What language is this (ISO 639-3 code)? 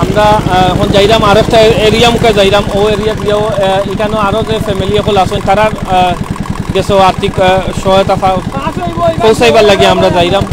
syl